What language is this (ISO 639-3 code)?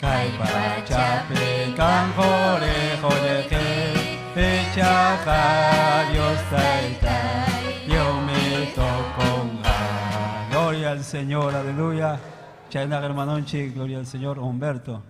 quy